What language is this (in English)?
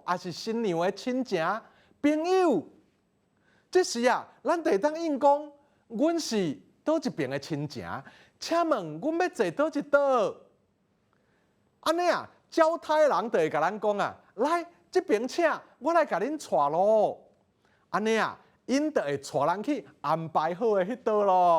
Min Nan Chinese